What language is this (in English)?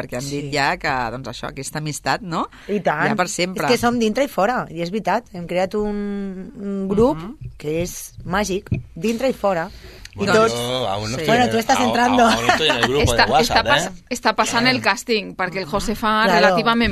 Catalan